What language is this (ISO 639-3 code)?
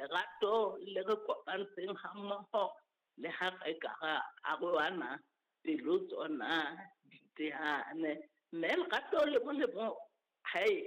sot